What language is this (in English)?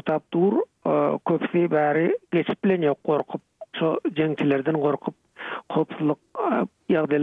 Turkmen